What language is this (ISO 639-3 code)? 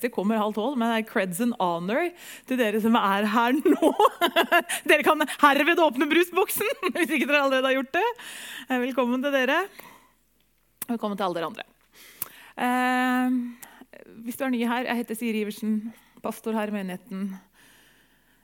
nor